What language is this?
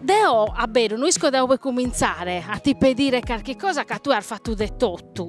Sardinian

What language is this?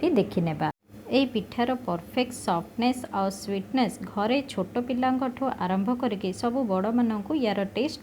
Odia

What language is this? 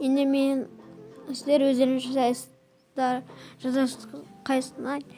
Kazakh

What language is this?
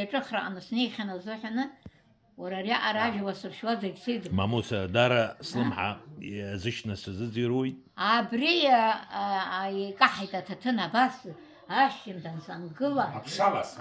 Abkhazian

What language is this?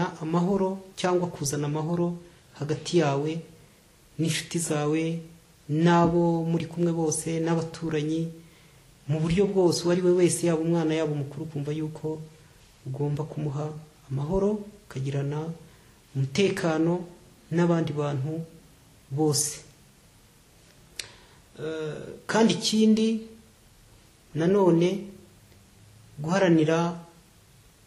Kinyarwanda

